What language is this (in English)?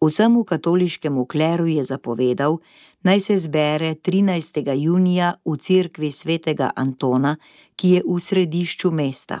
Slovenian